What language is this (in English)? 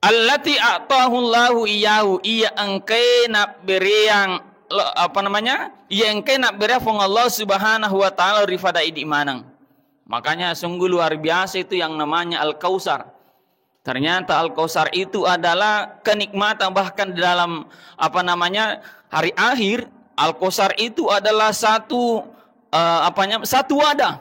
Buginese